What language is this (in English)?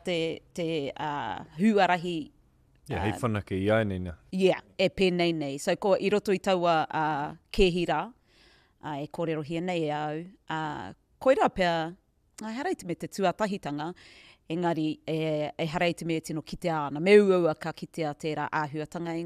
Māori